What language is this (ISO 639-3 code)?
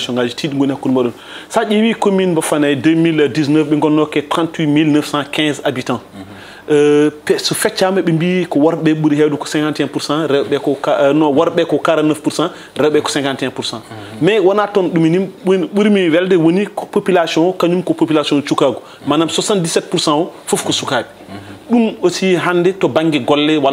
ful